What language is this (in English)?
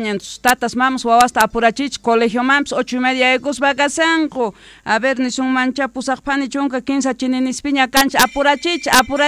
South Bolivian Quechua